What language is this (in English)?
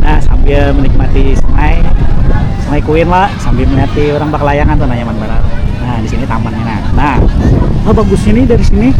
Banjar